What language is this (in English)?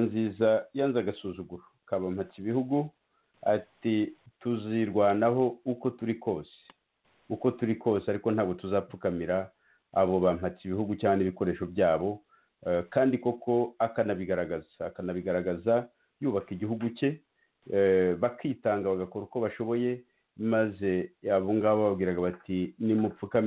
Kinyarwanda